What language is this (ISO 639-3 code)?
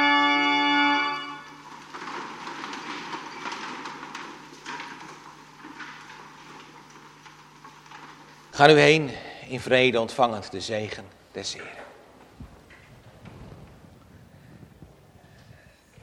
nld